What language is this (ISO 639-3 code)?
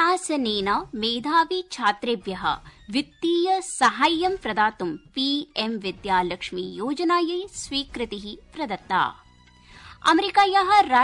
san